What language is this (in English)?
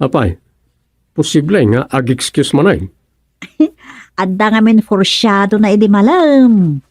Iloko